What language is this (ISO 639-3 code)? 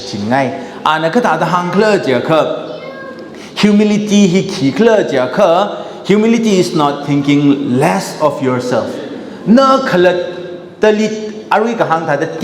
nmf